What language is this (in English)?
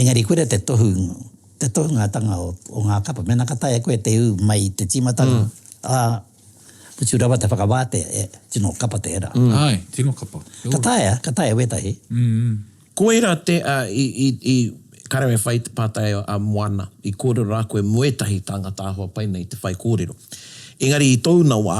Māori